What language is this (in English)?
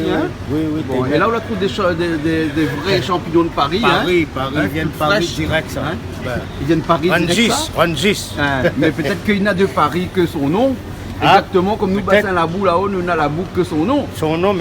Réunion Creole French